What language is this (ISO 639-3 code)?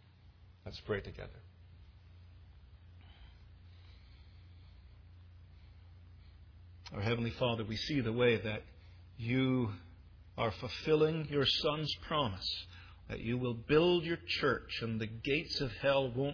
eng